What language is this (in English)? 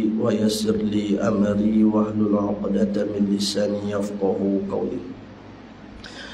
Malay